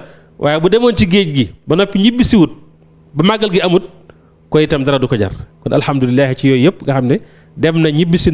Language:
Wolof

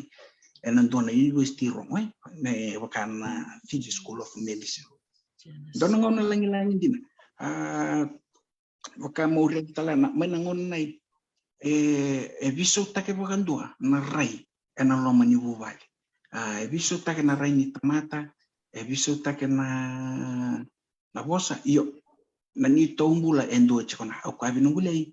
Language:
Fijian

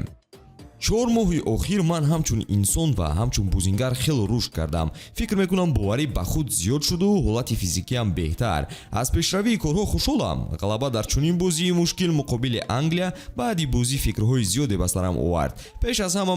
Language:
Tajik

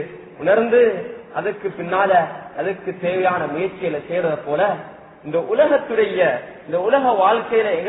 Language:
Tamil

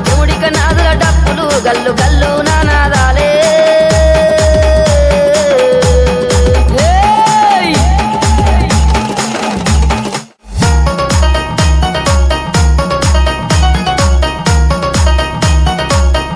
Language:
Telugu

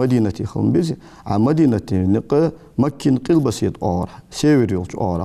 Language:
Ingush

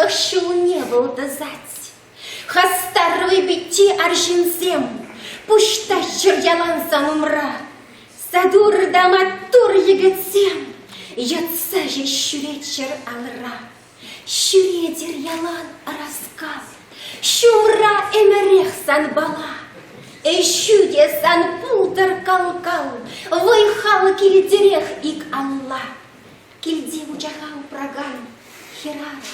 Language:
Chuvash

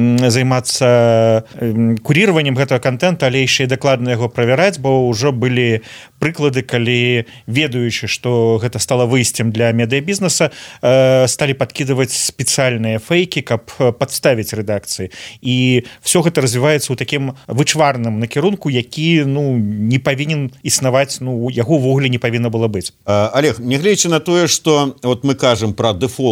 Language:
Belarusian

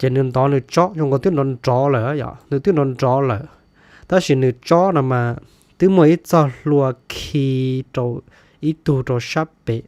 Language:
Hmong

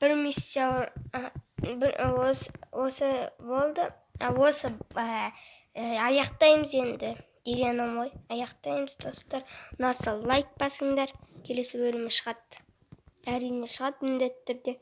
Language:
Kazakh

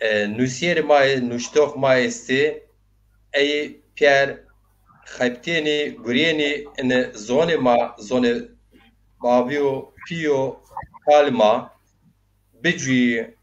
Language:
Zaza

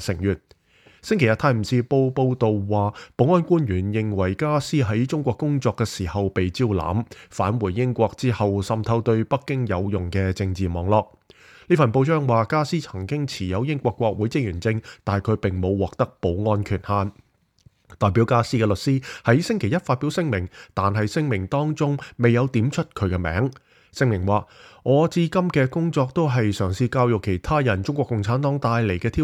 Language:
Cantonese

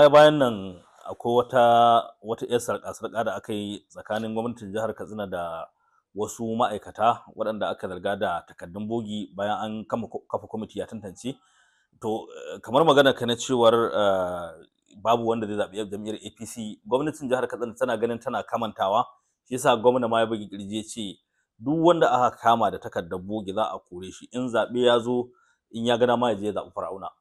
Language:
Hausa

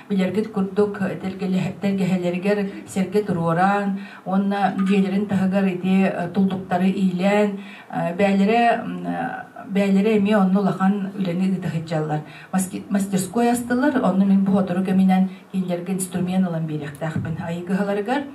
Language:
Yakut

